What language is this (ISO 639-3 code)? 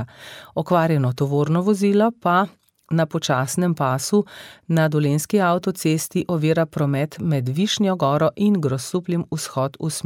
slv